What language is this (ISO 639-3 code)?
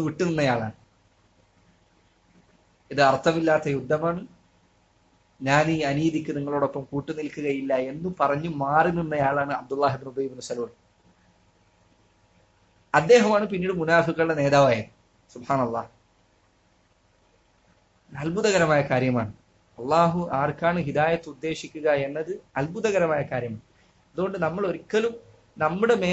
mal